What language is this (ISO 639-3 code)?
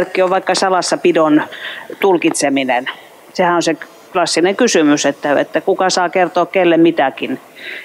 fin